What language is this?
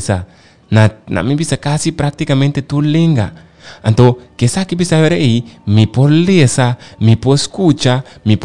Papiamento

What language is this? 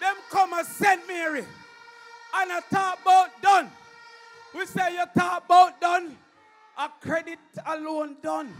Jamaican Creole English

